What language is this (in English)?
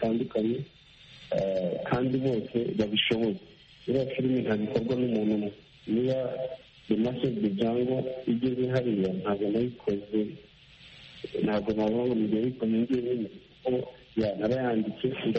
Kinyarwanda